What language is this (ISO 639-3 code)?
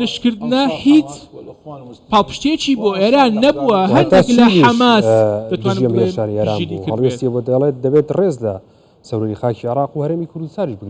ckb